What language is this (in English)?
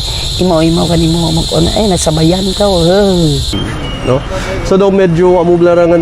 Kinaray-a